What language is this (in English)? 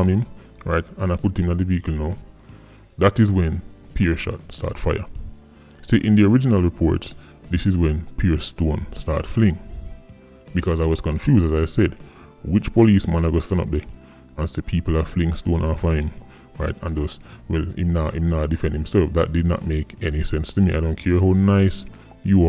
Jamaican Creole English